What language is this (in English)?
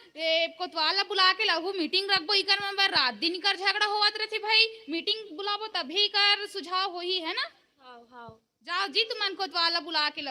Chhattisgarhi